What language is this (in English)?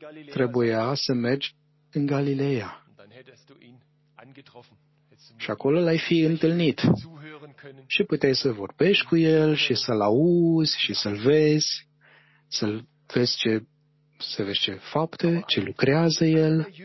Romanian